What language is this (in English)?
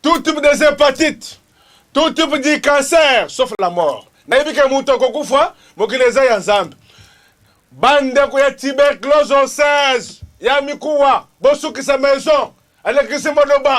Lingala